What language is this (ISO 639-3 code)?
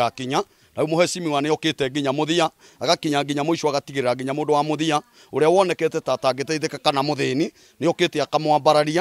kik